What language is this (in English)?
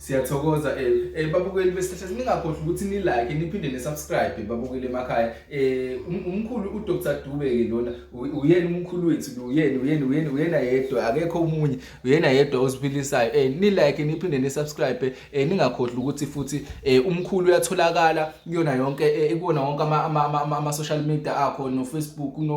Zulu